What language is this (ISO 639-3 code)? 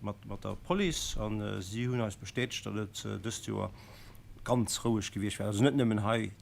ltz